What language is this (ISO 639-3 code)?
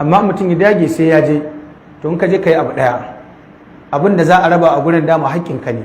hau